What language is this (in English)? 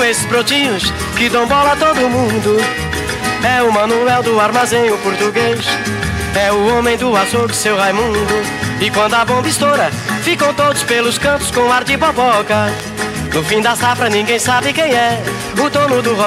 Portuguese